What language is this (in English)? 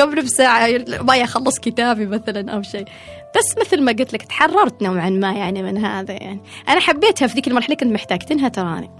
Gulf Arabic